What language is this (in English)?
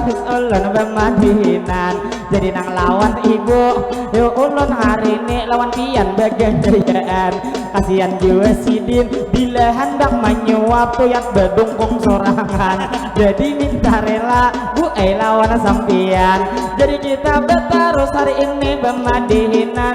Banjar